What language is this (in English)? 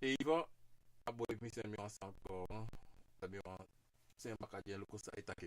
Sranan Tongo